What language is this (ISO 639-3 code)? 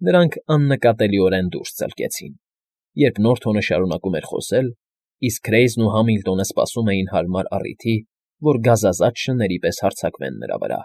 hye